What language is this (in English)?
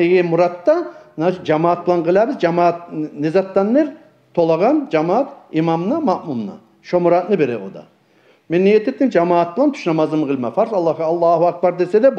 Kumyk